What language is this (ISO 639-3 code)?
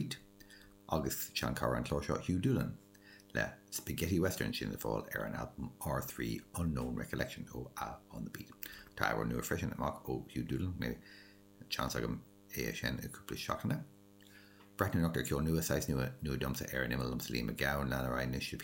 gle